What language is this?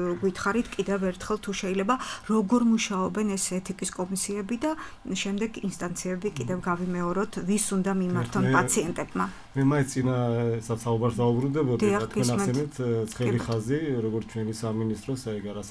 Georgian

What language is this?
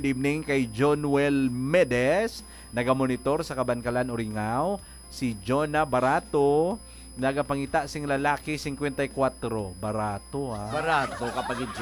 Hiligaynon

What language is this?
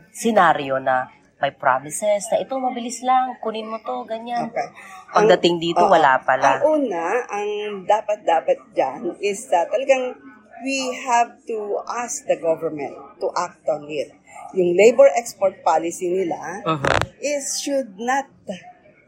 Filipino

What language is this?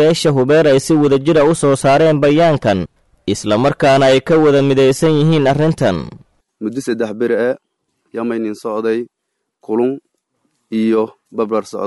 Somali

